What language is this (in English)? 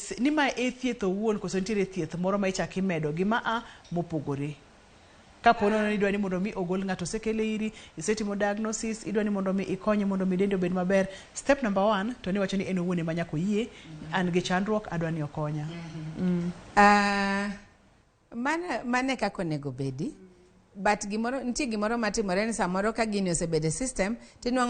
Luo (Kenya and Tanzania)